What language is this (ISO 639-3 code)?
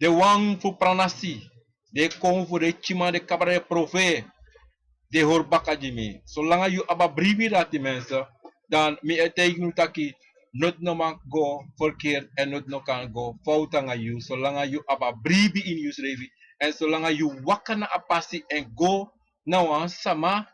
srn